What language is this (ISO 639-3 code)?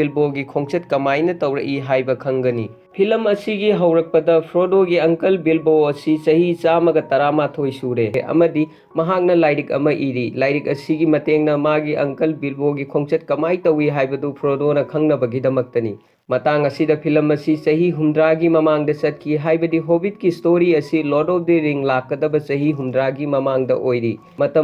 mni